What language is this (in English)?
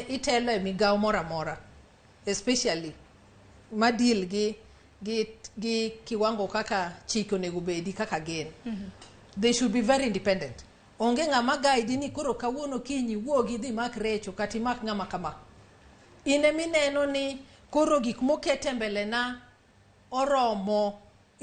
Luo (Kenya and Tanzania)